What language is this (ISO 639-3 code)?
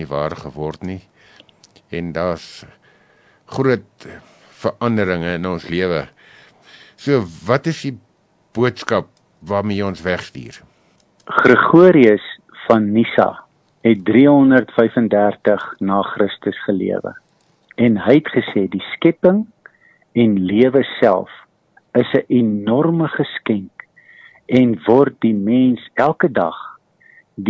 afr